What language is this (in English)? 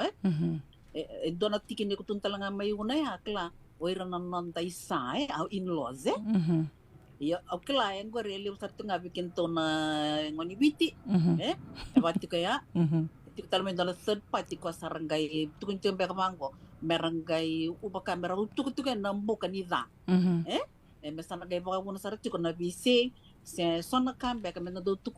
Fijian